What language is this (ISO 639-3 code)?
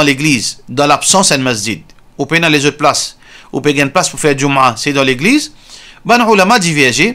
mfe